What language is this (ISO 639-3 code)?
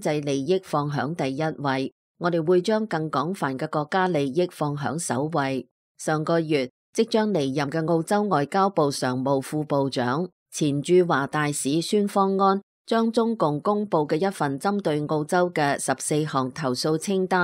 yue